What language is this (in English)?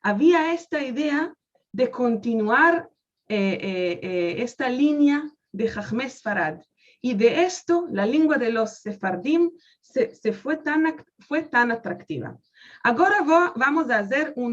Ladino